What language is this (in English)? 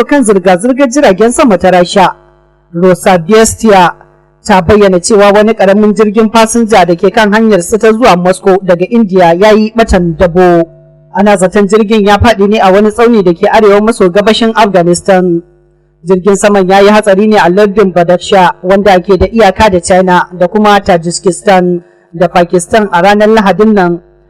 Hausa